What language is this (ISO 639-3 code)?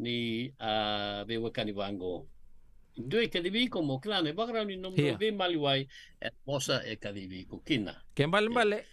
fij